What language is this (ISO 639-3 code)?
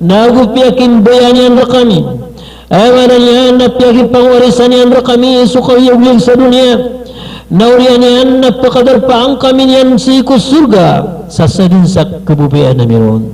mrw